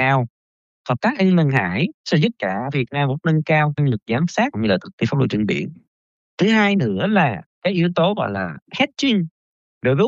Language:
Vietnamese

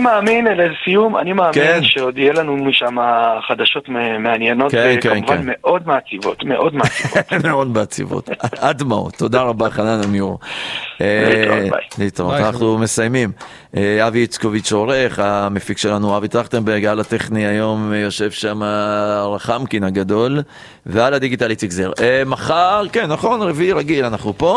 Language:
Hebrew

